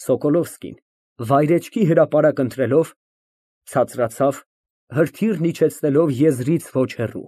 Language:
Armenian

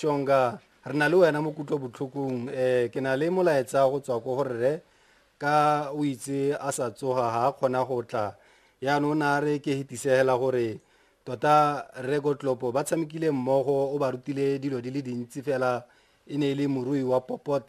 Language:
Tswana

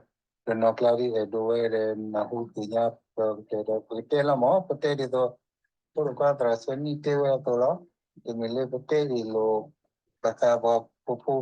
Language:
S'gaw Karen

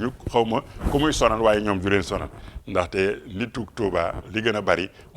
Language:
Wolof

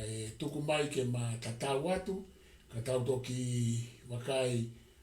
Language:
Tongan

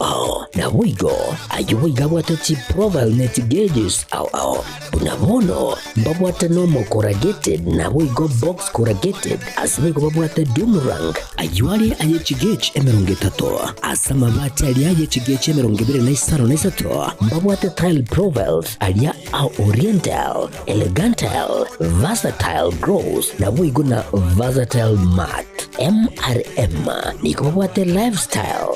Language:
Gusii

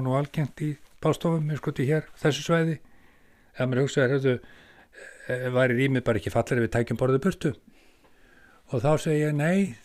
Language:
Icelandic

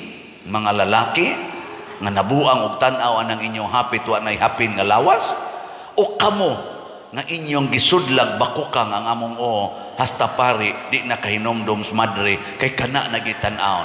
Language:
Cebuano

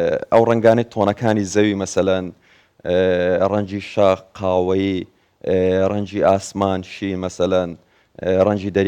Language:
Central Kurdish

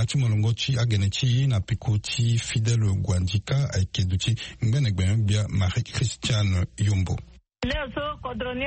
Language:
Sango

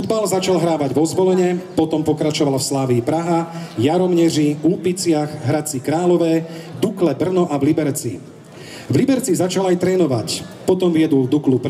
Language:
Slovak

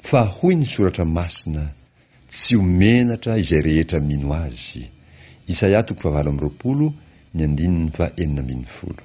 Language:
Malagasy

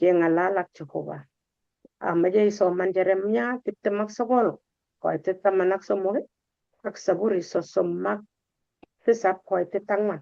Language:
Kalenjin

